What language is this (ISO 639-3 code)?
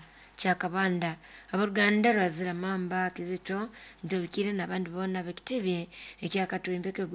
nyo